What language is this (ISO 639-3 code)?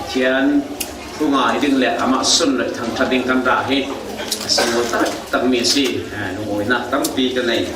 cfm